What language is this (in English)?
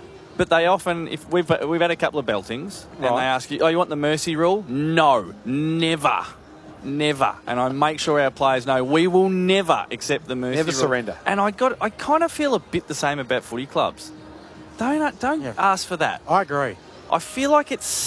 English